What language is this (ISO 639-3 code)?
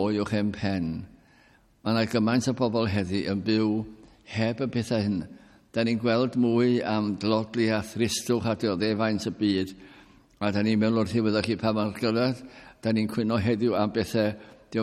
cym